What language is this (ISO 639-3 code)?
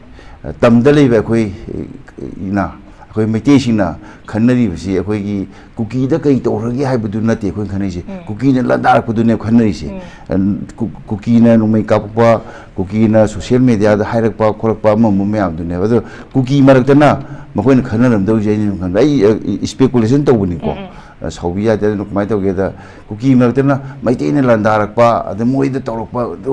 mni